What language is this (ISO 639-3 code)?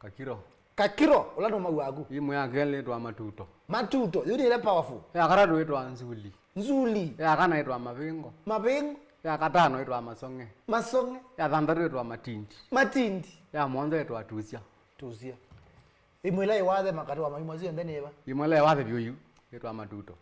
kam